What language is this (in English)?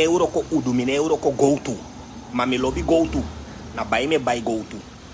Sranan Tongo